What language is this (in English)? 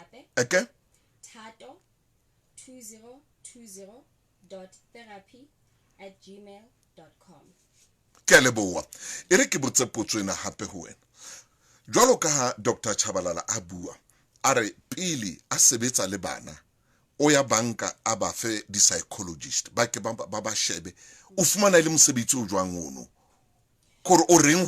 Southern Sotho